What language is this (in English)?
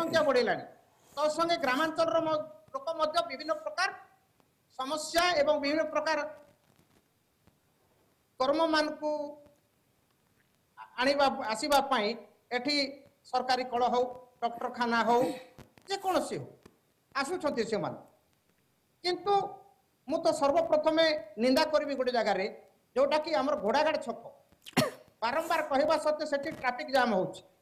Odia